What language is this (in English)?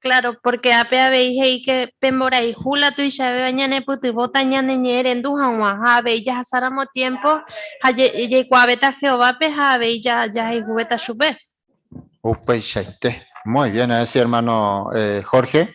Guarani